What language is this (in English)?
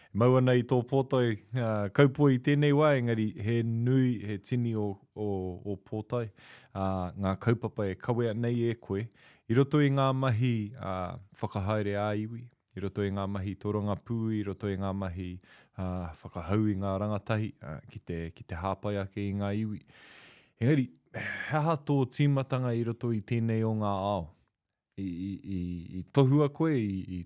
Māori